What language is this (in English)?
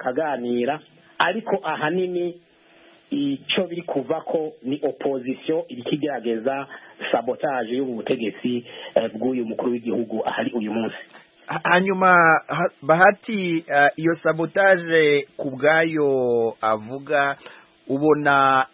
Kinyarwanda